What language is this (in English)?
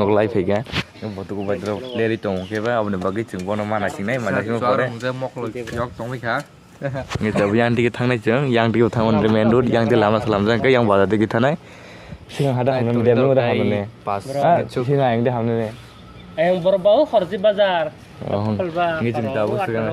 Kok Borok